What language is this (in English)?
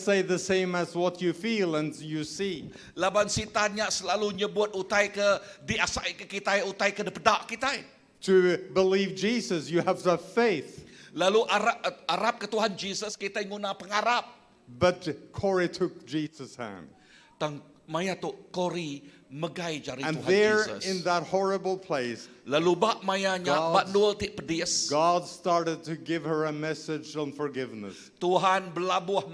Iban